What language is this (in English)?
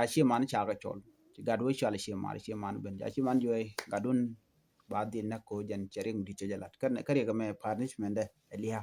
Nuer